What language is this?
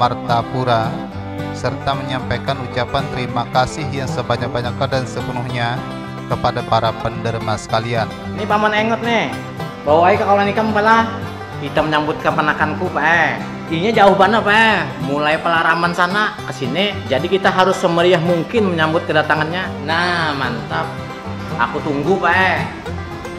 Banjar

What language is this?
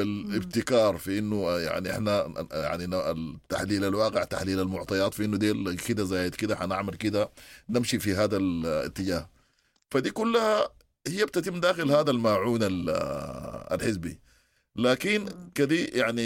Sudanese Arabic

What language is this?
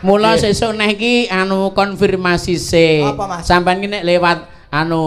Javanese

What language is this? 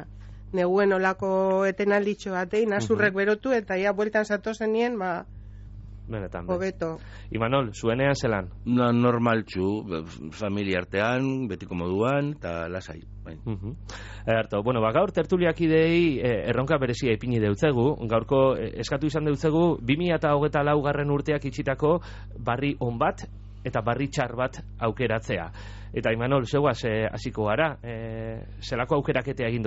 Basque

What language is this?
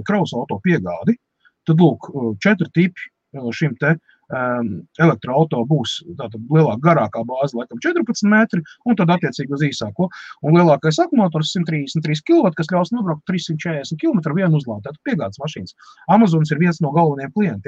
Latvian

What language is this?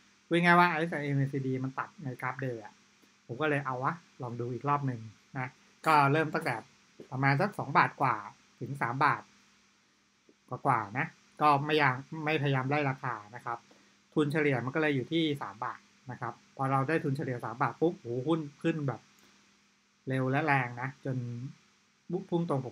Thai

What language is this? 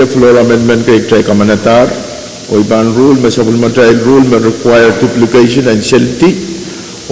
Pohnpeian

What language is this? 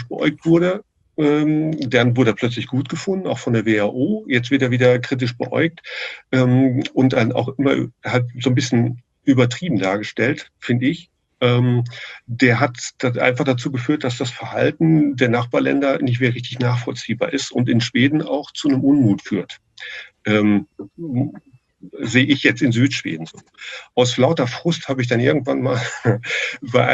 German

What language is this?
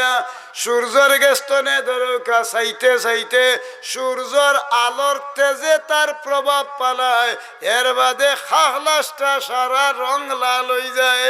Sylheti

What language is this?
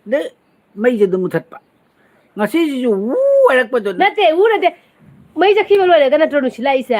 Manipuri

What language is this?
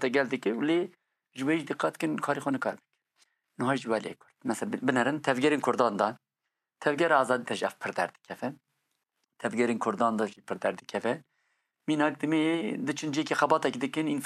Kurdish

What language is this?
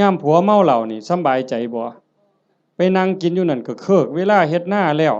Northeastern Thai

